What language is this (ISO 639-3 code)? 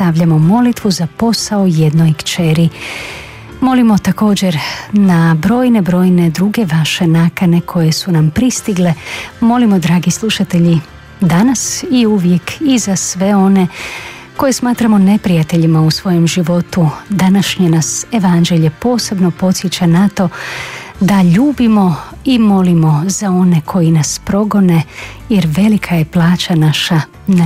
hrv